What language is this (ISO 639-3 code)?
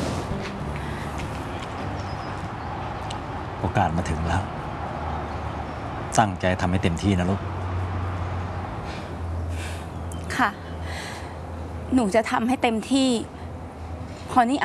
tha